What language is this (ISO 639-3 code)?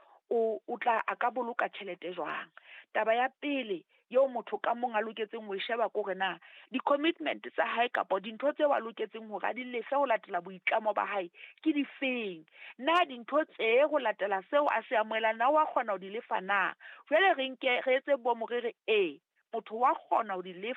sot